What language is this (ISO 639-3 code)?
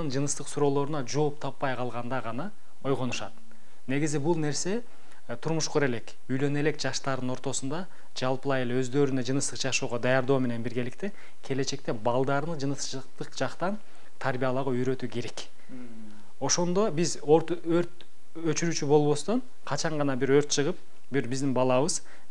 kir